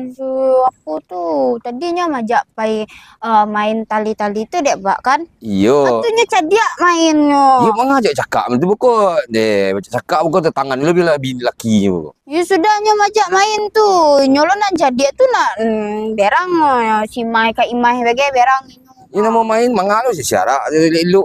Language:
Minangkabau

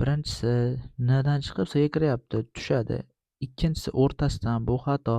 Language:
Uzbek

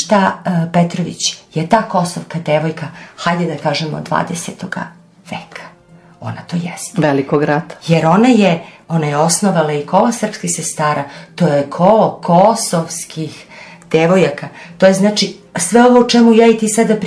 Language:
Serbian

